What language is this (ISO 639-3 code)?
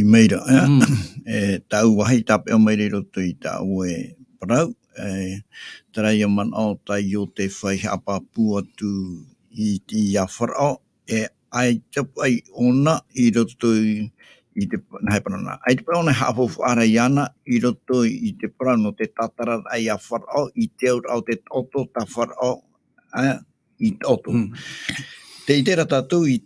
tah